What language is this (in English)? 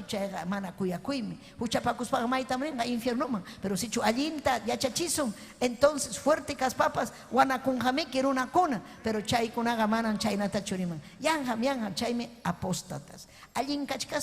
Ayacucho Quechua